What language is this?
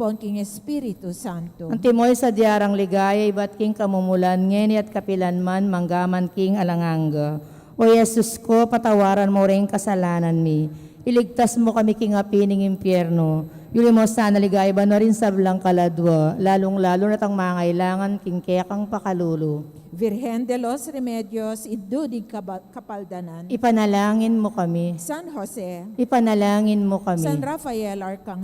Pampanga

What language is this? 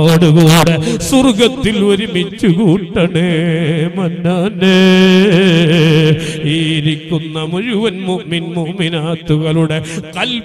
Malayalam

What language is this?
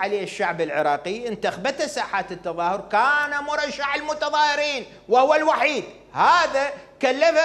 Mesopotamian Arabic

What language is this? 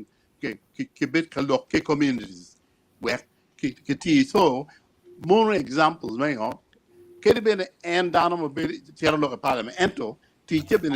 Acoli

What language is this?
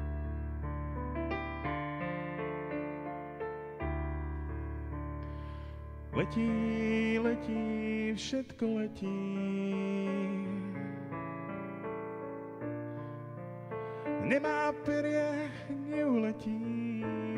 Czech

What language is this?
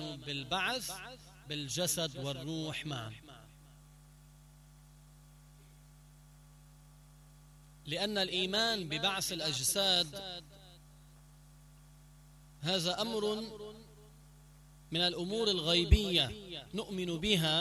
Arabic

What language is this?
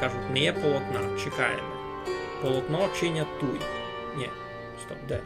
Rusyn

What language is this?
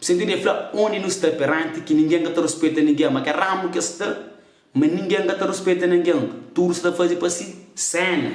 Kabuverdianu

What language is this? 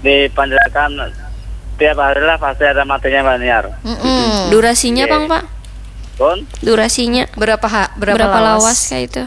Banjar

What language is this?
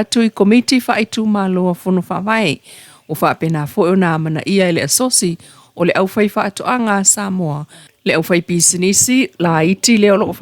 Samoan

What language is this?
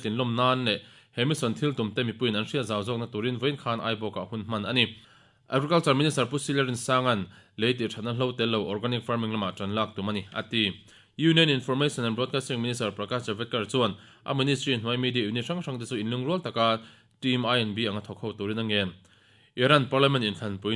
Mizo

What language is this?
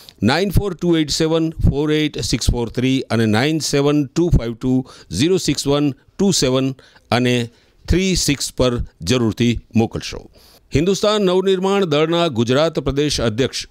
Gujarati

